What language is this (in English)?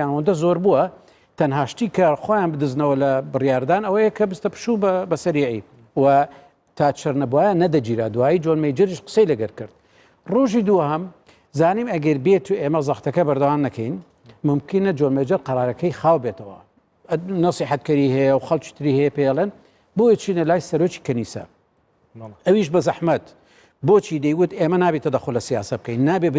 Central Kurdish